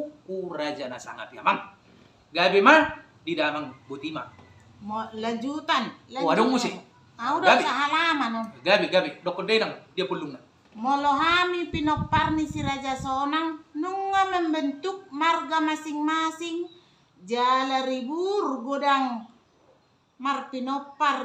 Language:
Batak Toba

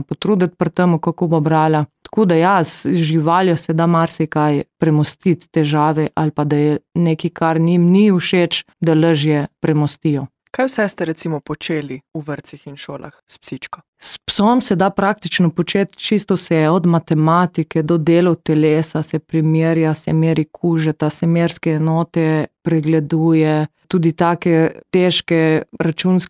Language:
Slovenian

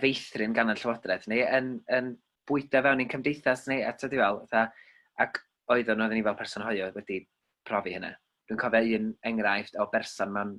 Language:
Welsh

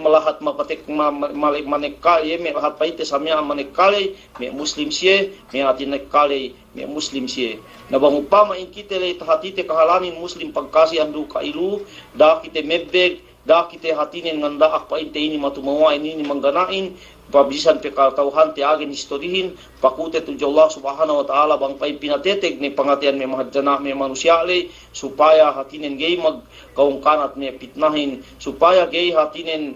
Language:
Yakan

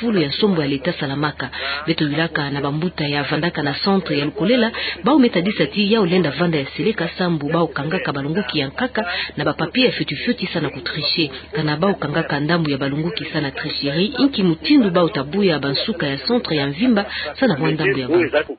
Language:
Kituba (Democratic Republic of Congo)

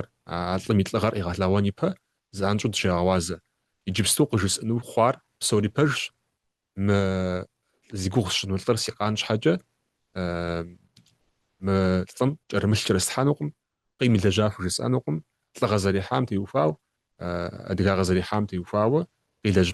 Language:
Kabardian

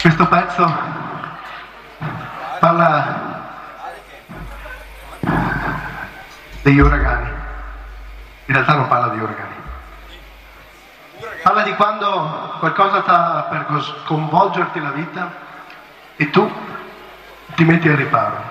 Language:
Italian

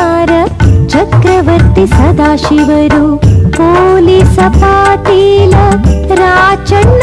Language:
Kannada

